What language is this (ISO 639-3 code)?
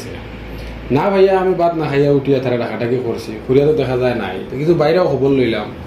syl